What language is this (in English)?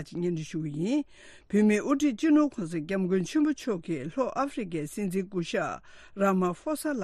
Tibetan